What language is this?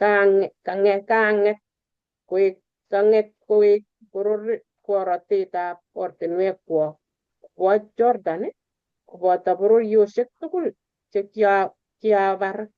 Kalenjin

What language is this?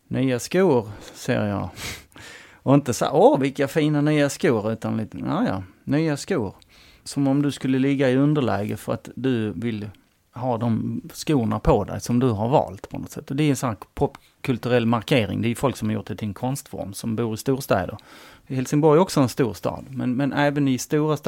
Swedish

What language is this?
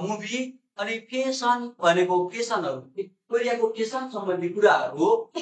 Nepali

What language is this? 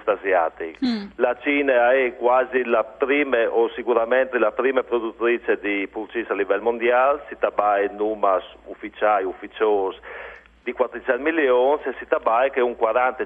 Friulian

